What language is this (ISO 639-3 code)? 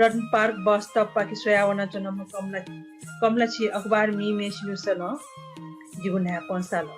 new